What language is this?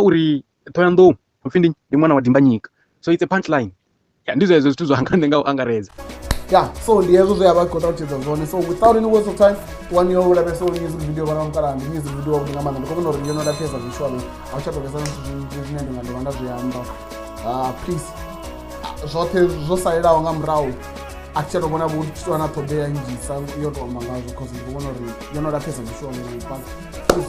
Venda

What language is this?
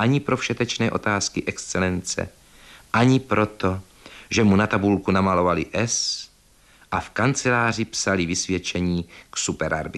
Czech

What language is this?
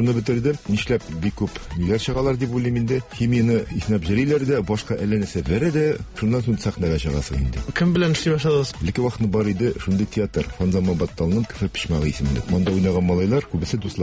Tatar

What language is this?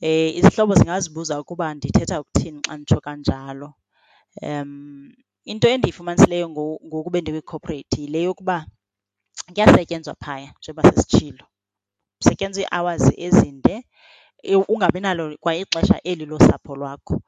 Xhosa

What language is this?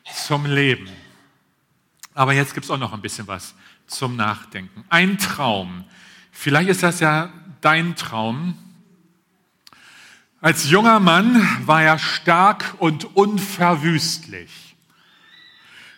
German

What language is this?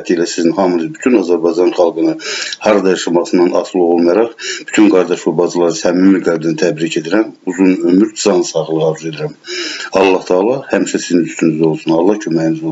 Azerbaijani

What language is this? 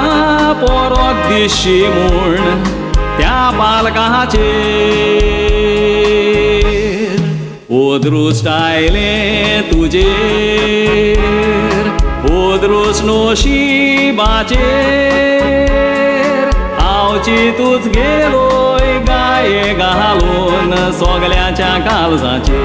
Konkani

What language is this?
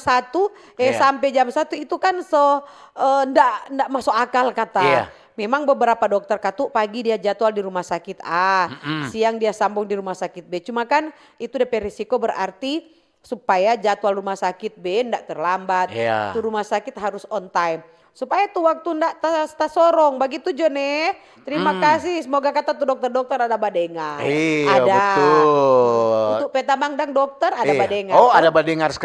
Manado Malay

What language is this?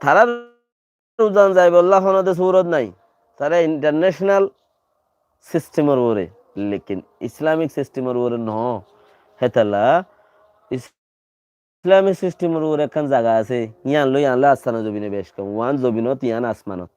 Rohingya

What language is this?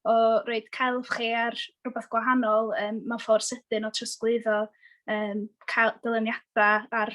Welsh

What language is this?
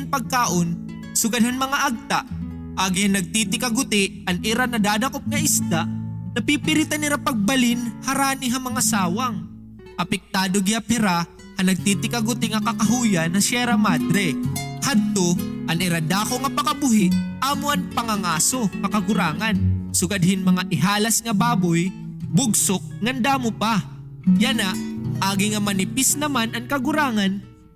Waray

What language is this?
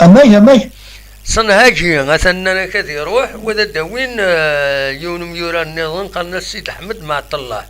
Kabyle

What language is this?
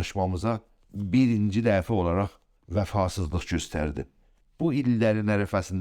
South Azerbaijani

